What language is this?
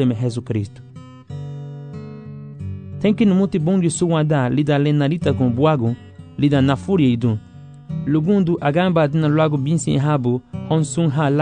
Garifuna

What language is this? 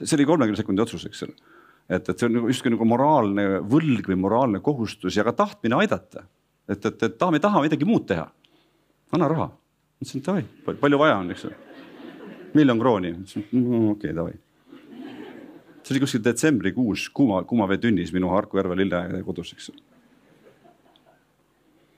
Estonian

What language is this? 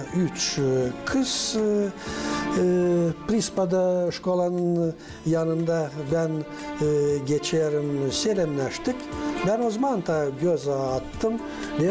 Gagauz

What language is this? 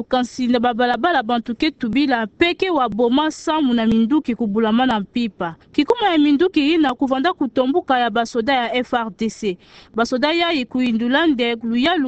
Kituba (Democratic Republic of Congo)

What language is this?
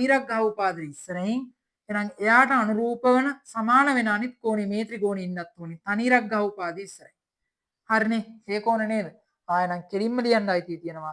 Sinhala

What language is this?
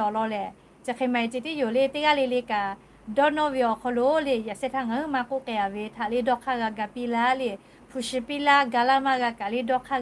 Lahu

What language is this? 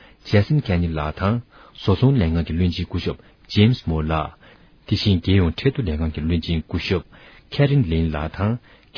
Tibetan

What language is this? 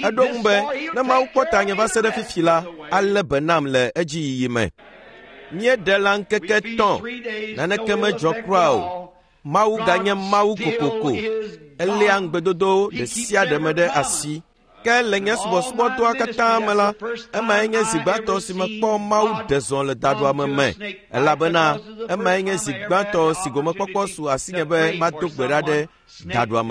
Ewe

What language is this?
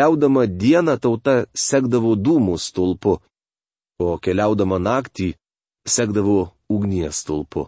Lithuanian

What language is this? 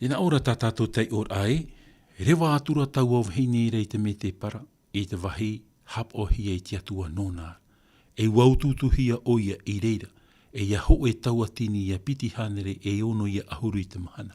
Tahitian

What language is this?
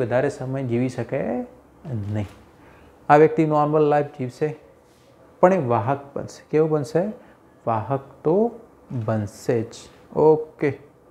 Gujarati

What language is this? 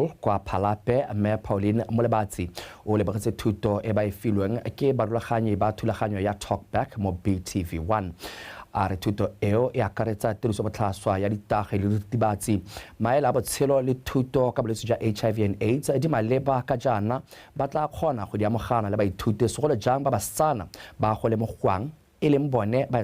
Tswana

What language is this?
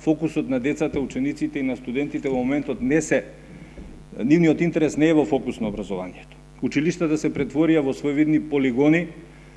Macedonian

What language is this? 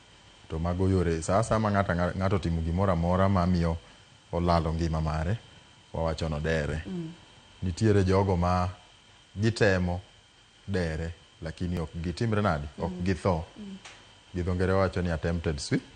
Luo (Kenya and Tanzania)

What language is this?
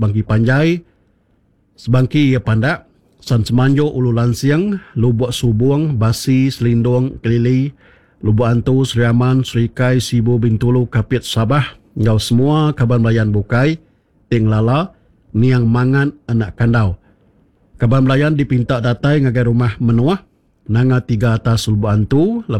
Iban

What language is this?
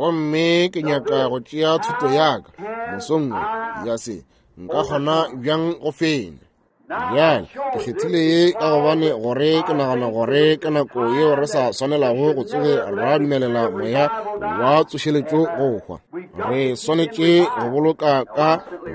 Northern Sotho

